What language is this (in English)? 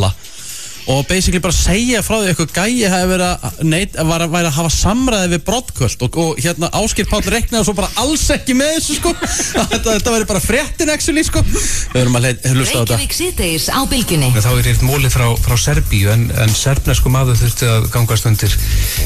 Icelandic